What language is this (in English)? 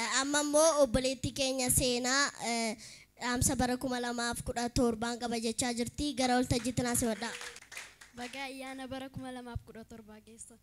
Oromo